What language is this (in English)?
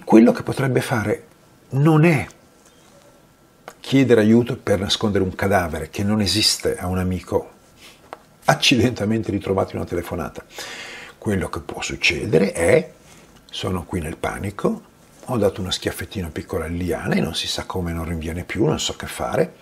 Italian